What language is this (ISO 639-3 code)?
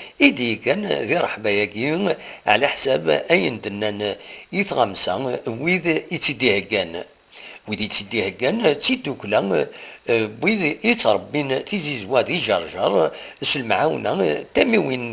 kab